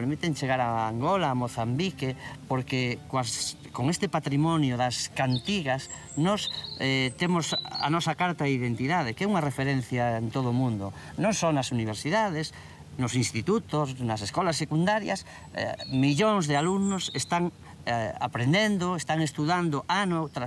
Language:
Galician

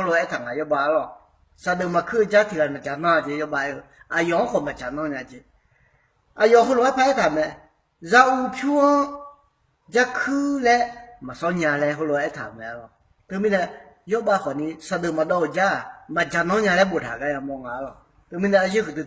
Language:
Akha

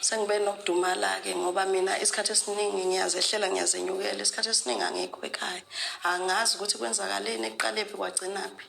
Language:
Zulu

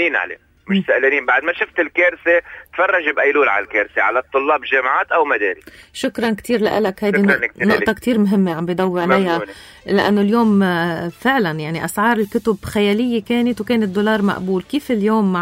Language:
North Levantine Arabic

